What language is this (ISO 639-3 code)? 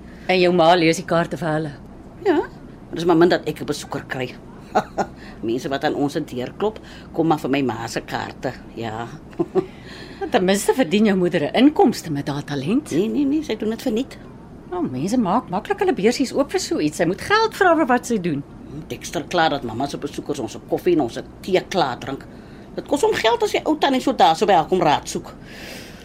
afr